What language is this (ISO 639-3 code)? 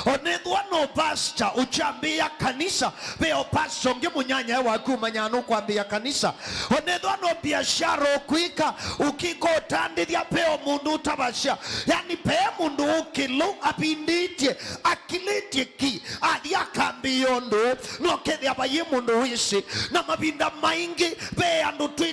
kam